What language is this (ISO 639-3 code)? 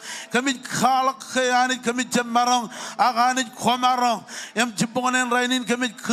mah